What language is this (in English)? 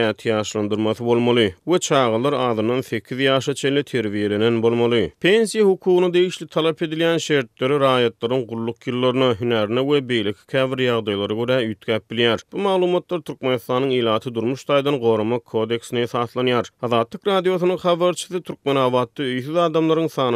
Turkmen